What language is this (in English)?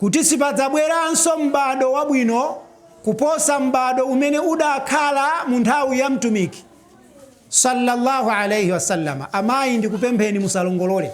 Nyanja